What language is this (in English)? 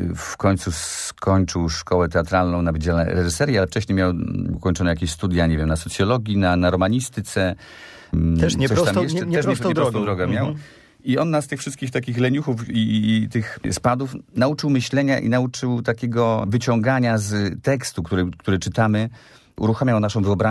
Polish